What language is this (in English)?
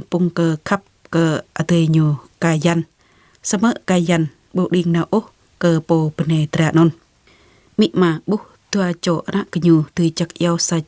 Jarai